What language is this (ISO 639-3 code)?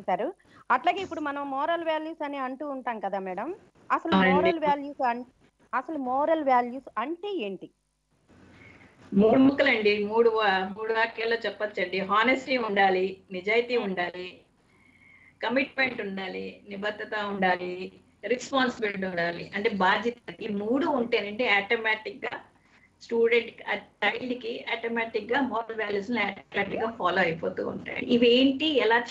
tel